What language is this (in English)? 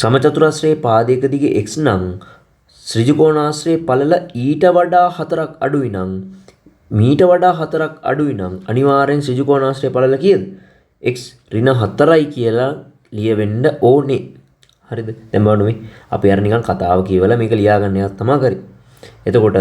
Sinhala